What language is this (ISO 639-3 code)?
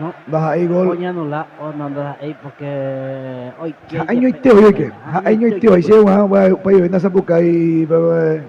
grn